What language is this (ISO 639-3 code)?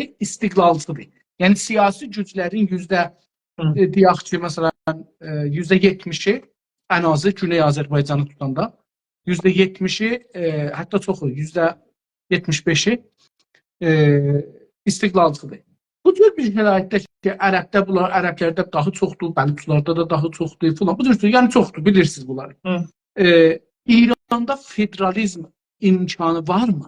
azb